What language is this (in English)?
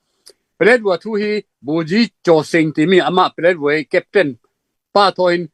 Falam Chin